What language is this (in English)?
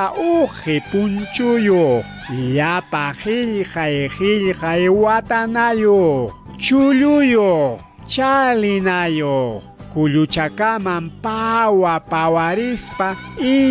Ayacucho Quechua